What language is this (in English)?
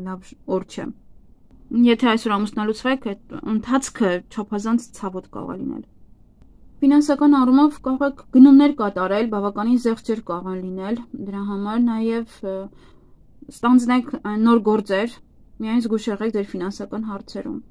Armenian